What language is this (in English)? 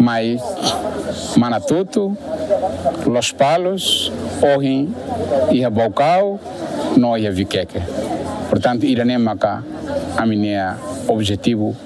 Tetum